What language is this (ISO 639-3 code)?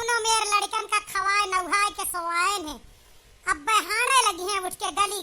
awa